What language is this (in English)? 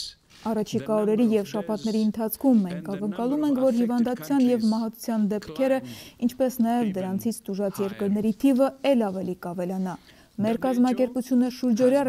Armenian